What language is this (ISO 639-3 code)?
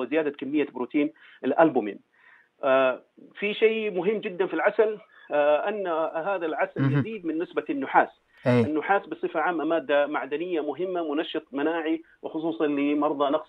ars